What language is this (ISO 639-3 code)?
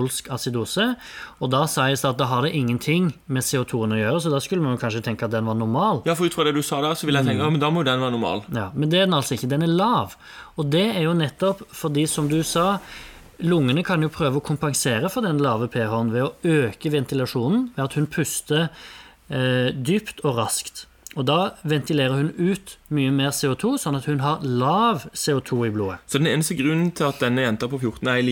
nor